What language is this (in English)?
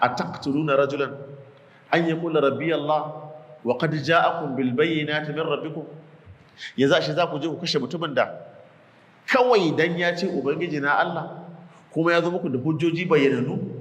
Hausa